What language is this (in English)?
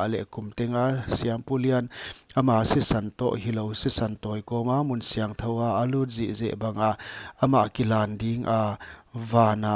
Paite Chin